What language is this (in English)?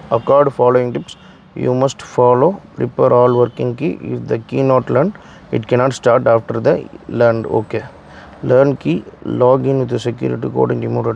Tamil